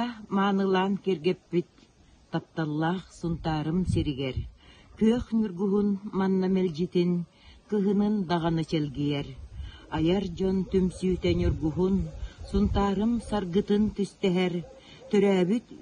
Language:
Yakut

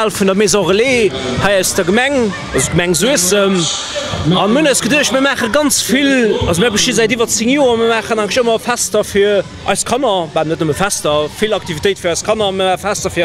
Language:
Luxembourgish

